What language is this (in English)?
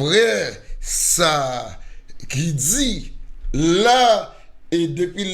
Haitian Creole